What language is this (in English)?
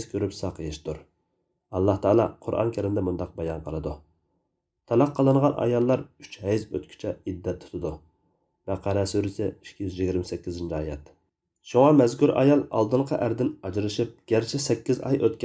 Uyghur